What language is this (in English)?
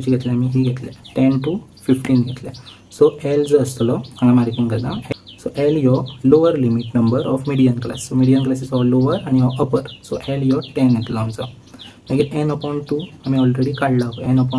Konkani